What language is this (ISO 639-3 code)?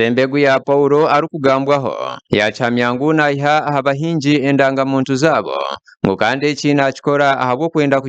nyn